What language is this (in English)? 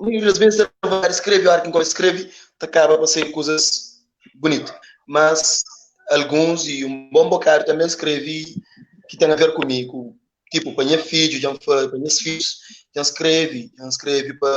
Kabuverdianu